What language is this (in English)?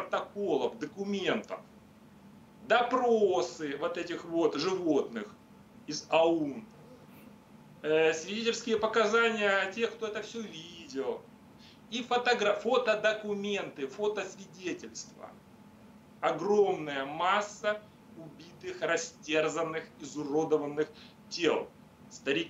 Russian